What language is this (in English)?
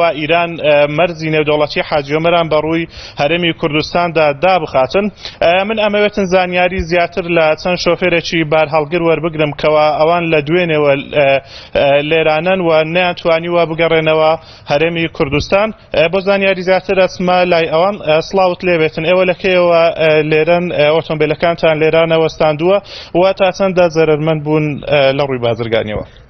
Central Kurdish